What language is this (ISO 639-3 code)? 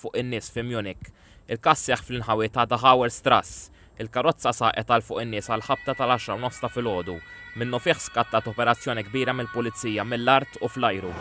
mlt